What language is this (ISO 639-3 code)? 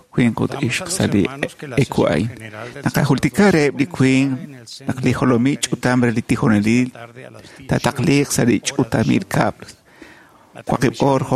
kek